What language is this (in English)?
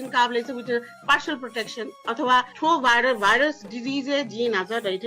Newari